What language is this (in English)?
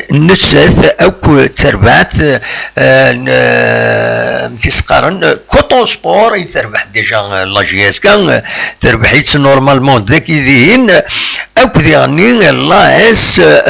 Kabyle